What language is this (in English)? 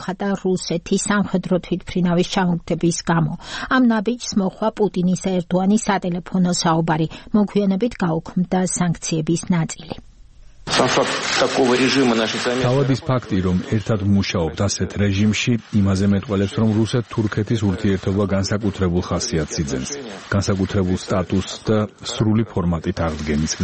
Georgian